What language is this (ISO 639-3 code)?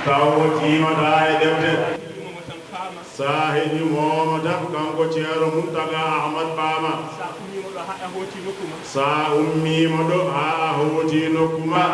ful